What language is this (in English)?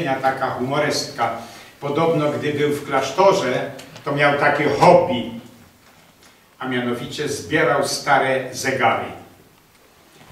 Polish